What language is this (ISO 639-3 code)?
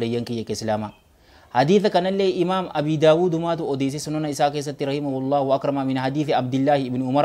orm